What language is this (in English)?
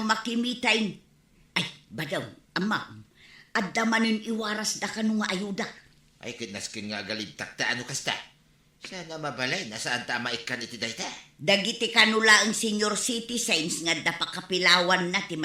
Iloko